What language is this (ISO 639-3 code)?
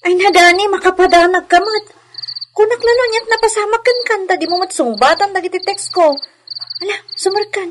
ilo